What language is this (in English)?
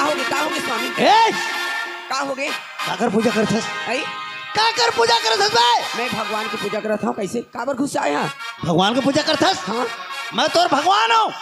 Chhattisgarhi